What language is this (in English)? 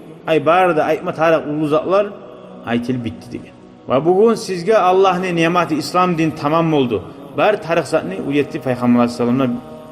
Kumyk